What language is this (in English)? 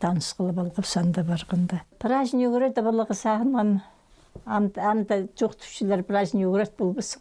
Khakas